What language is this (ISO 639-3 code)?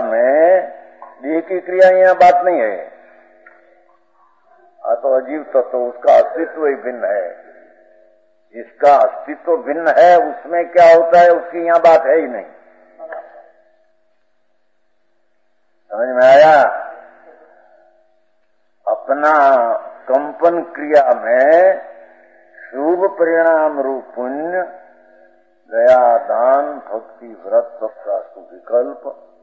hin